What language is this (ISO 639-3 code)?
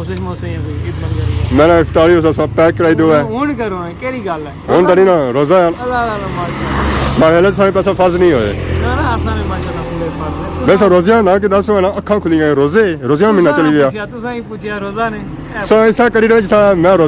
phr